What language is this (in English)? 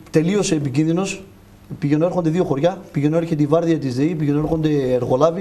Greek